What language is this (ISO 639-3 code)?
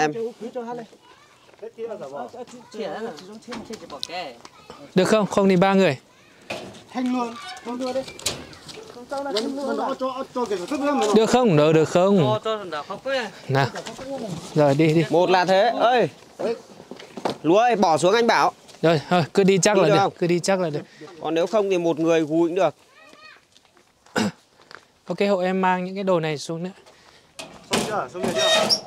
vie